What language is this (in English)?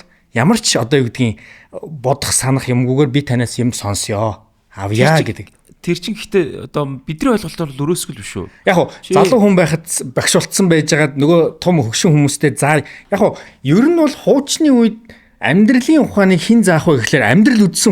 Mongolian